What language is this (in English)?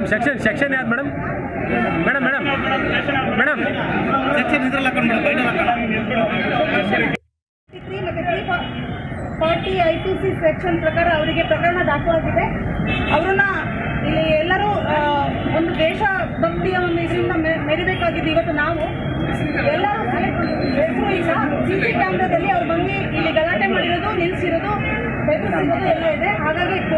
Kannada